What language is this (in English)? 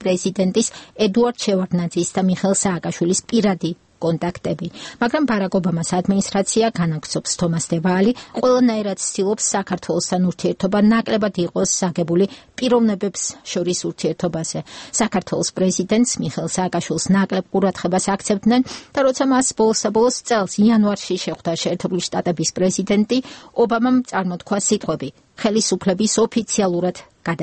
Georgian